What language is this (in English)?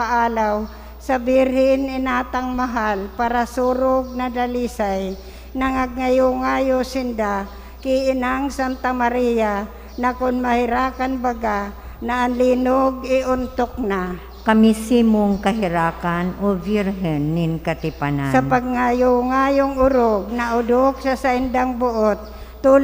Bikol